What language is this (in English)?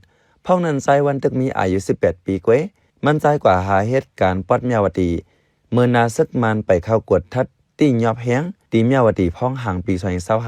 Shan